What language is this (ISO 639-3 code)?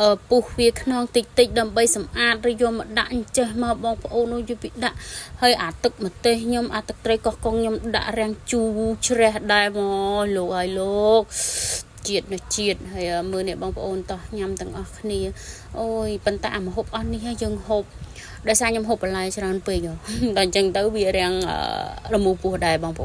khm